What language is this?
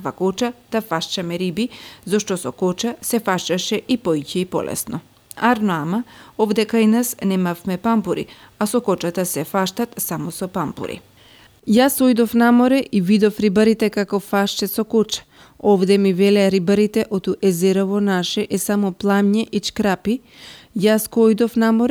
Macedonian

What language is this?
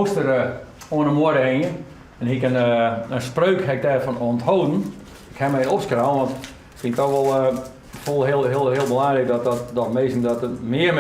Western Frisian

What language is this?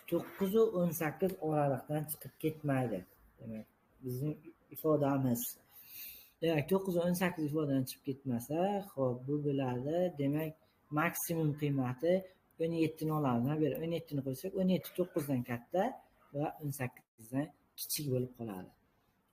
Uzbek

